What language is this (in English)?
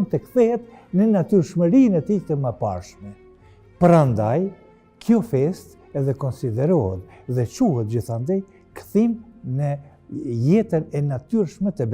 Albanian